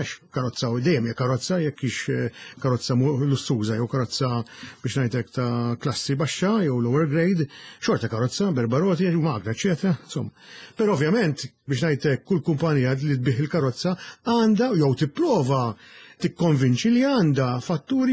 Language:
Maltese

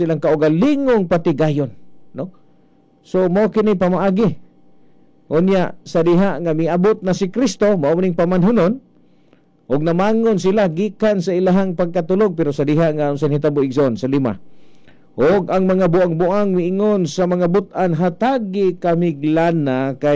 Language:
Cebuano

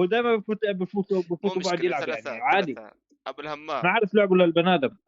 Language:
North Levantine Arabic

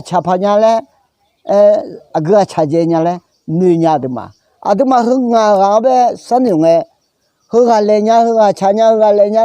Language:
Akha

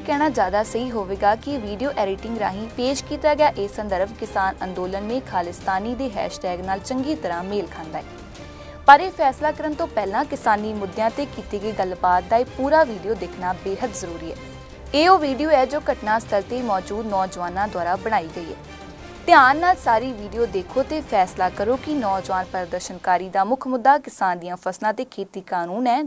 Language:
Punjabi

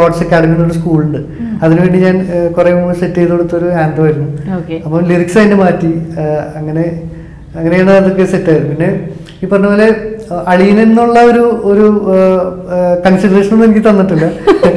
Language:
Malayalam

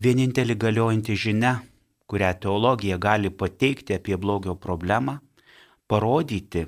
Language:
Lithuanian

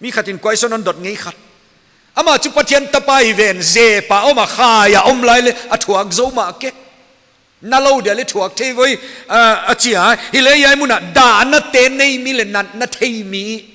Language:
Paite Chin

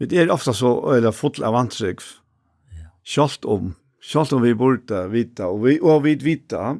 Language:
Faroese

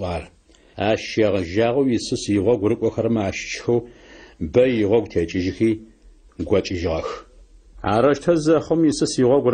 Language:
Adyghe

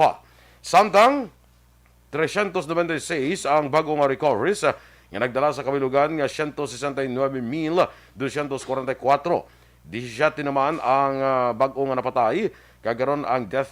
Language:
Hiligaynon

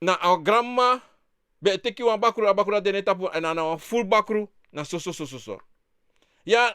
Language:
Sranan Tongo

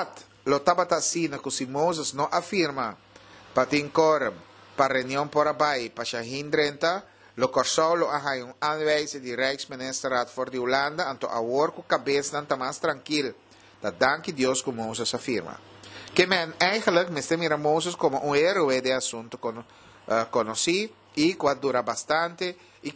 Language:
Papiamento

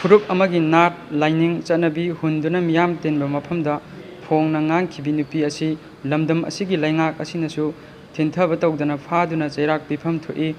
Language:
Manipuri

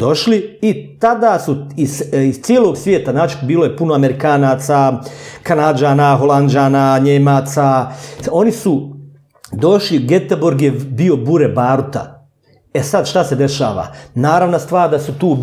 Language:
Bosnian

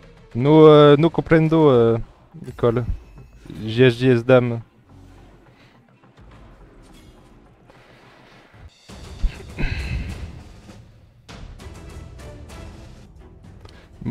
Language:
French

